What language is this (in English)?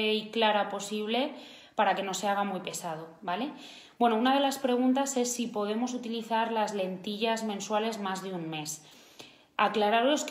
Spanish